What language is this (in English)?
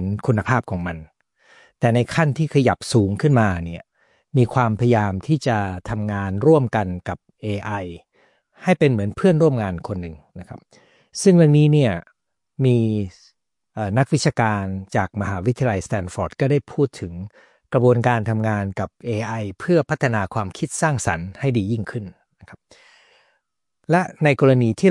Thai